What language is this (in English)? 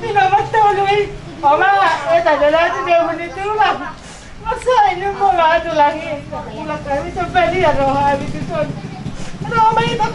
Batak Toba